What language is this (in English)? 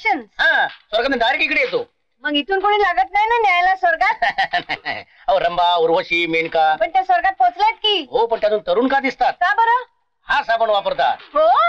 Marathi